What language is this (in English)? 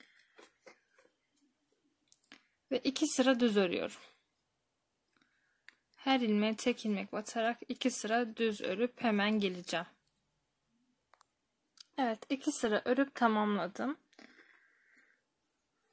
Turkish